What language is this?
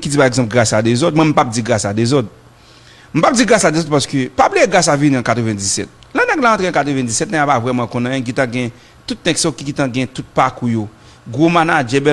Haitian Creole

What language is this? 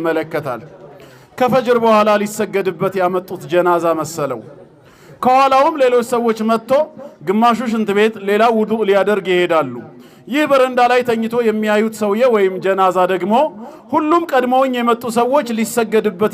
Amharic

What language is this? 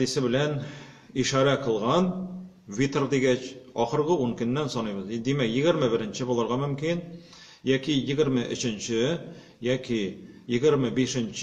Tatar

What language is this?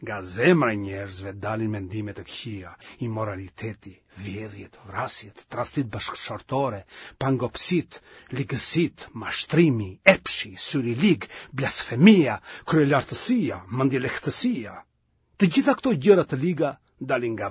Albanian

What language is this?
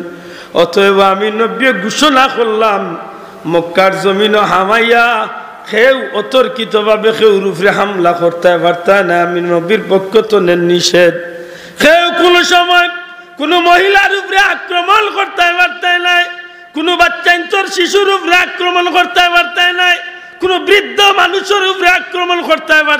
Sylheti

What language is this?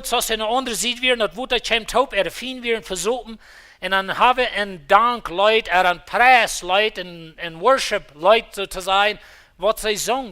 Plautdietsch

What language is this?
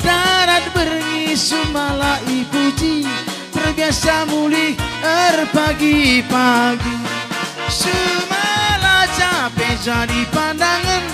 Batak Karo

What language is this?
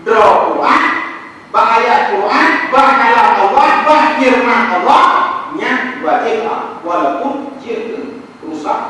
Achinese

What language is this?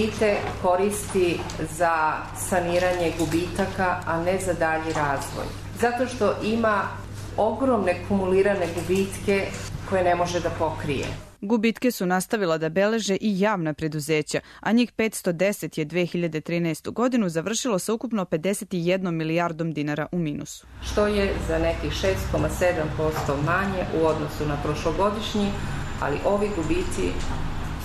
Serbian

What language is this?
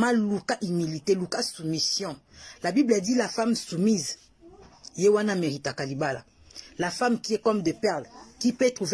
Lingala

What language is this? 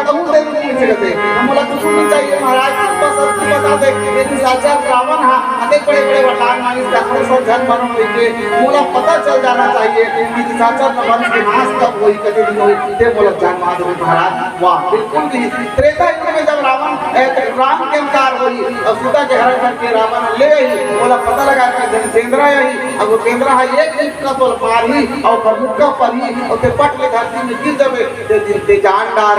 Chhattisgarhi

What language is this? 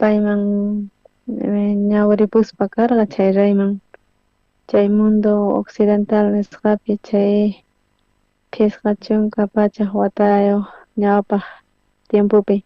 South Bolivian Quechua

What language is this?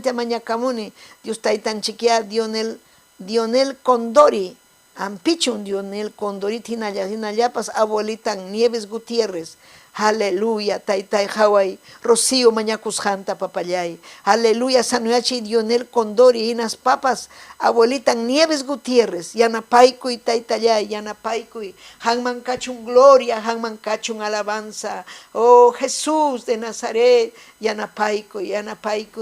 Ayacucho Quechua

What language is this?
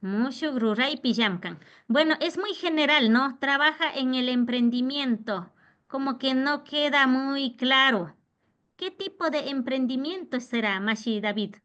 Imbabura Highland Quichua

